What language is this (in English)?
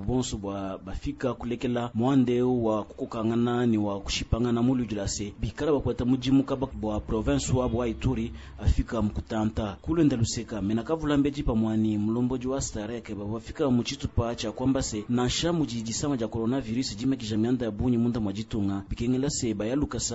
Luba-Lulua